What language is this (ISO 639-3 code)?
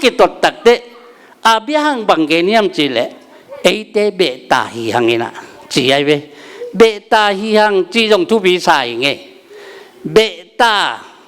ctd